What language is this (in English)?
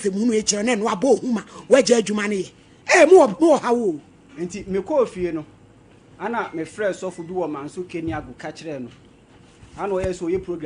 Akan